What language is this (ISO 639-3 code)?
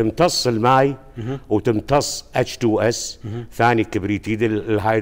acm